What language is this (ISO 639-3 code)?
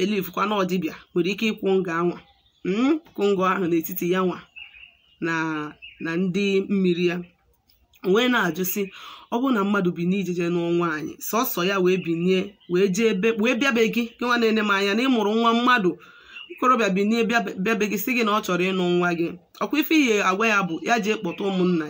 ibo